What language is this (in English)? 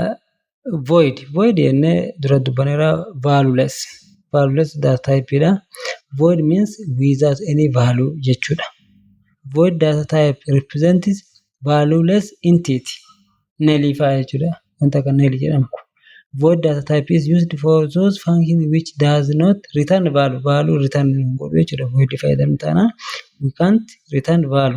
Oromo